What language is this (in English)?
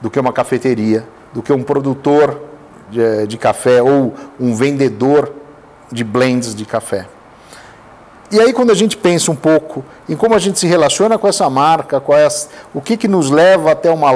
Portuguese